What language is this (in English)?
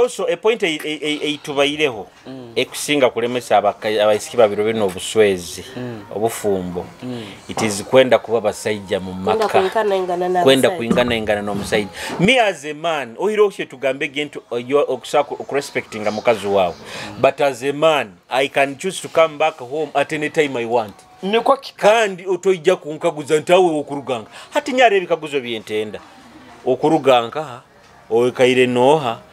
Nyoro